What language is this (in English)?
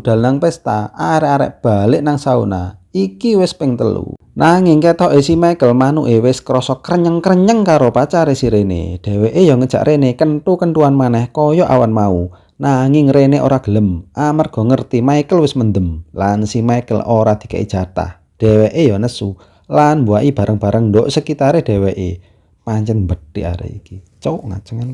Javanese